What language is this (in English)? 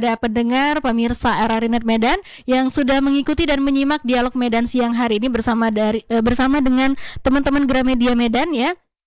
Indonesian